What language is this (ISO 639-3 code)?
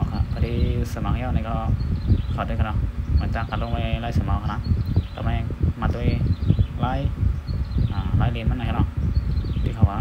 shn